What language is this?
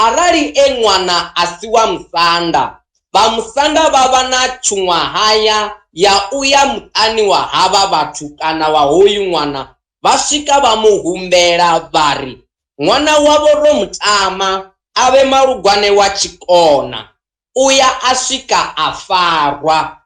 Venda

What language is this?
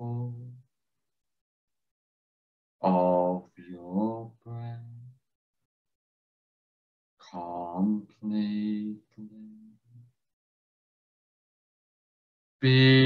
English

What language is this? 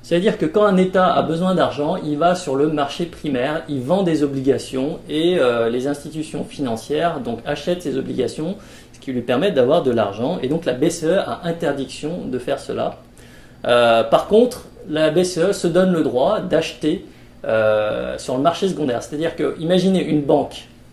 French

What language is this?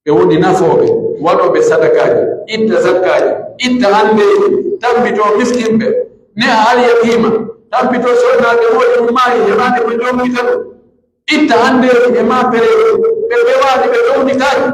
Pular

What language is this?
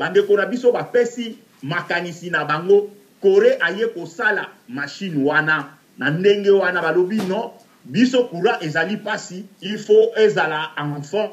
Lingala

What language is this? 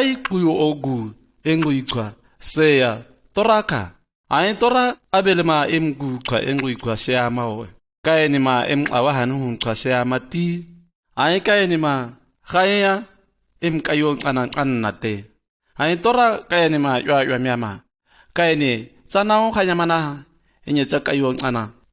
Shua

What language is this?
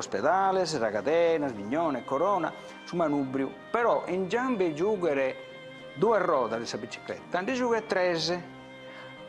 Sardinian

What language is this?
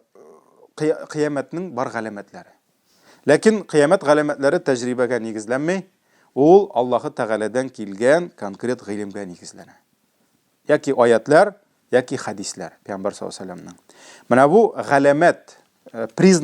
Tatar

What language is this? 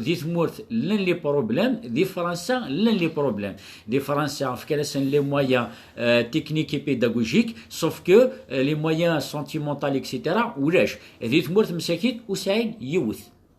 Kabyle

